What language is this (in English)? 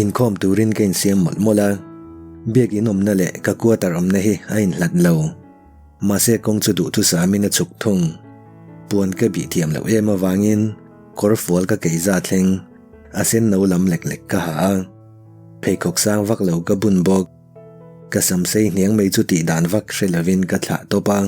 Mizo